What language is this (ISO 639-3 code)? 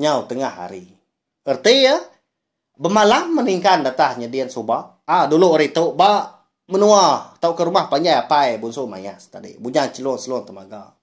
iba